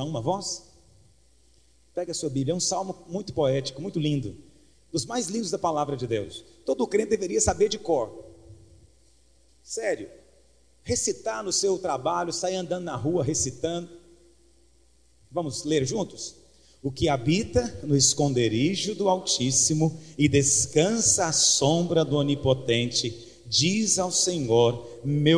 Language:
Portuguese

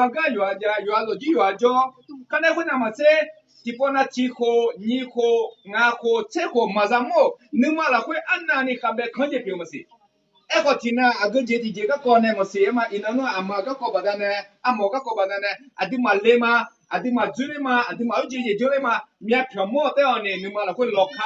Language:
Akha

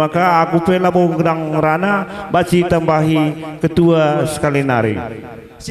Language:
Batak Karo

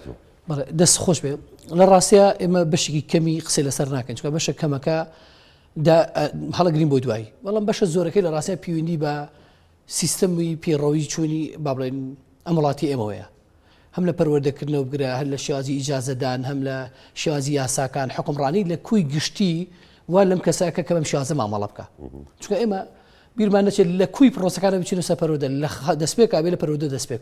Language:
Central Kurdish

